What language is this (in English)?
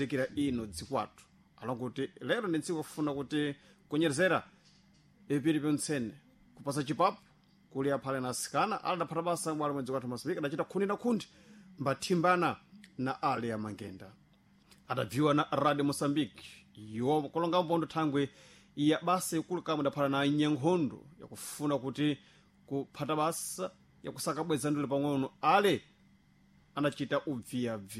Sena